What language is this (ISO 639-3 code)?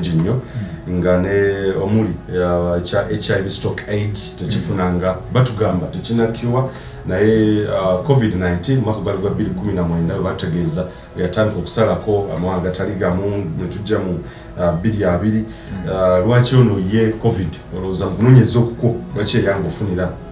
lug